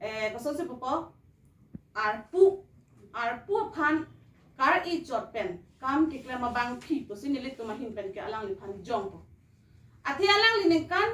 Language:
Karbi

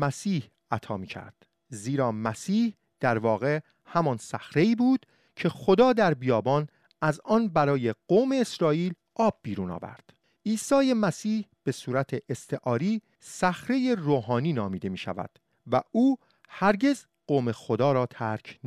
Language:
Persian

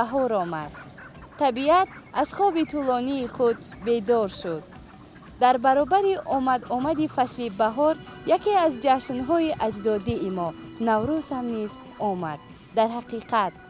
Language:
Tajik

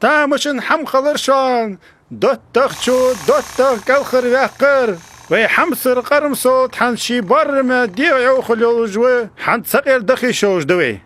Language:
Ingush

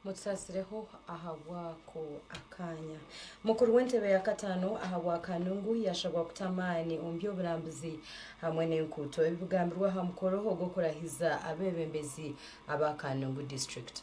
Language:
Nyankole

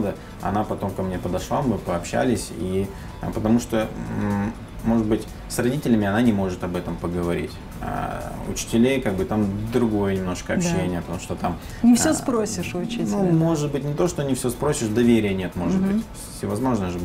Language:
Russian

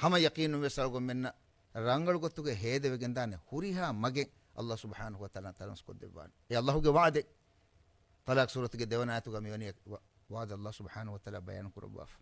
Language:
Divehi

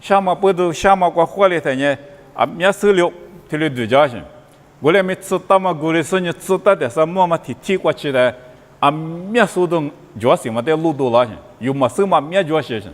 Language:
Lisu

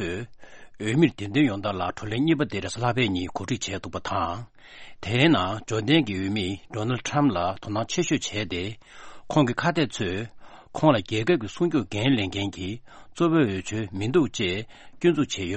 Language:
Tibetan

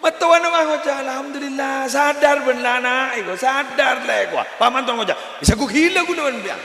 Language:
Madurese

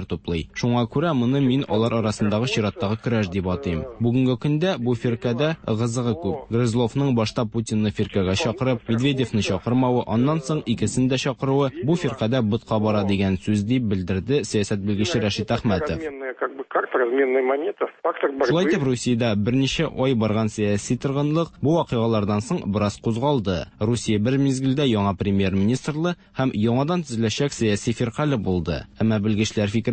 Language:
Tatar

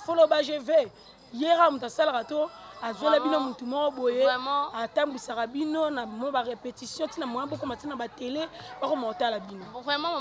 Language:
Lingala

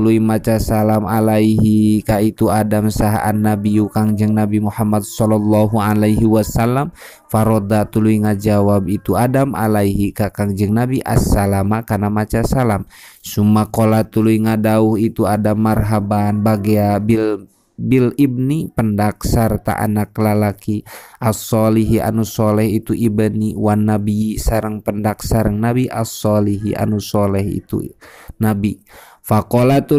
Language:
Sundanese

